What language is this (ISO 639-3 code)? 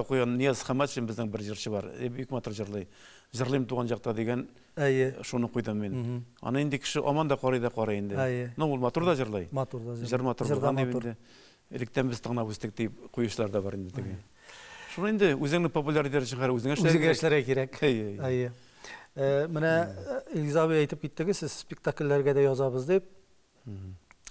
tat